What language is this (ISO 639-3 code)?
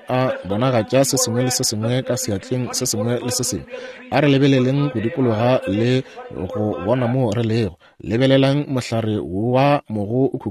nso